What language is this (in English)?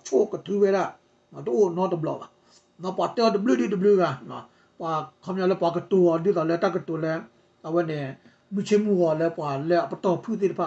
S'gaw Karen